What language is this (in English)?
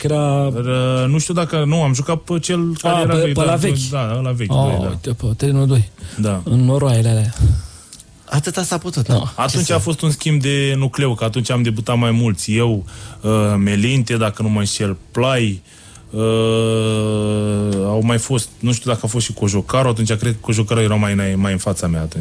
Romanian